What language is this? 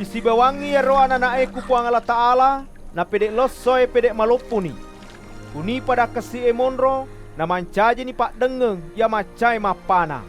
Buginese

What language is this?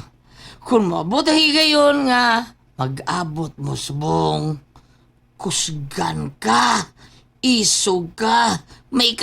Cebuano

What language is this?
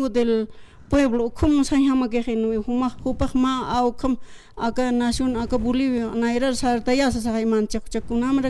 Aymara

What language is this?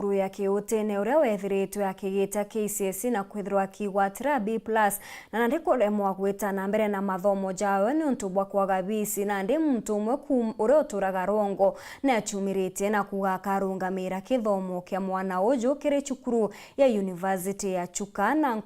Meru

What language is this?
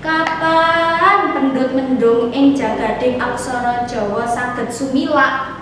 Javanese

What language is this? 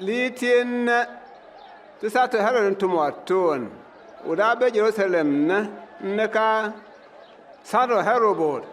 Bimoba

